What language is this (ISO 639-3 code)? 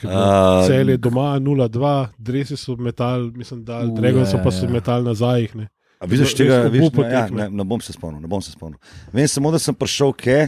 slv